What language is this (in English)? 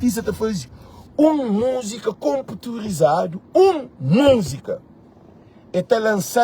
Kabuverdianu